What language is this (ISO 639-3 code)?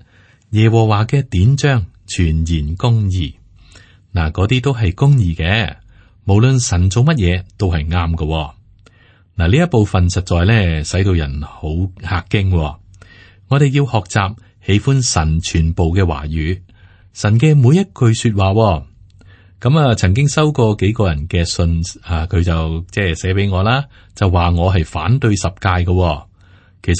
yue